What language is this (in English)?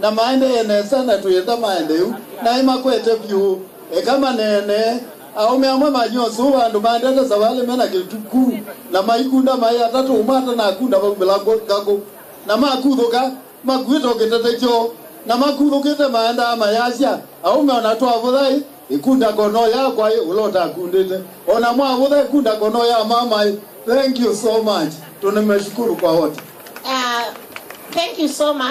Kamba